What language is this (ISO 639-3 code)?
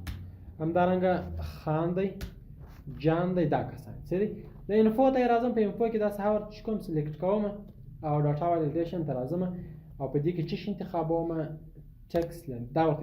pus